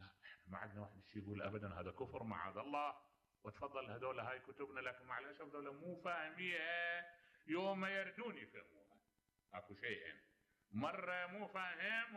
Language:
Mesopotamian Arabic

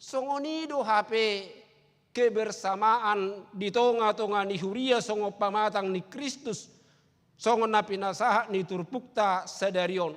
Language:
Batak Toba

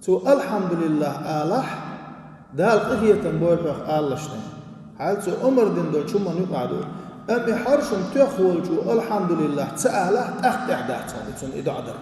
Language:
Chechen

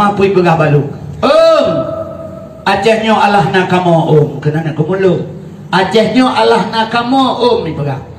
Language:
Achinese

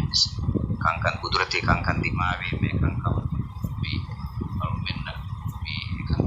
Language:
Divehi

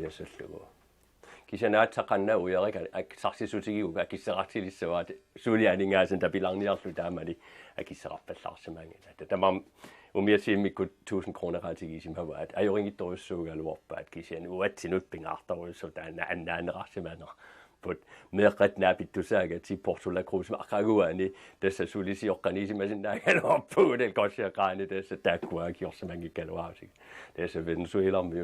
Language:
Kalaallisut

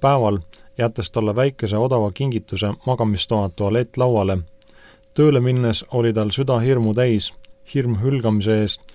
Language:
Estonian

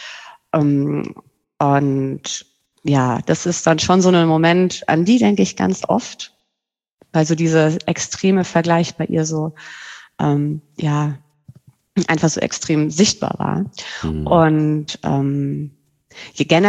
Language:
German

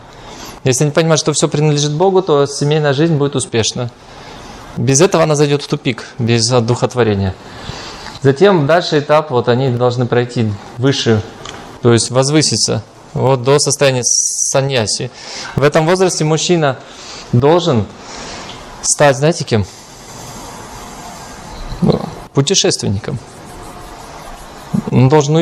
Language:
Russian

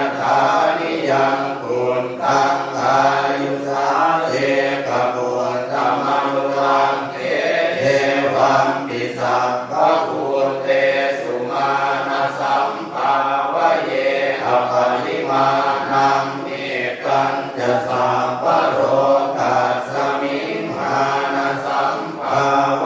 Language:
Pali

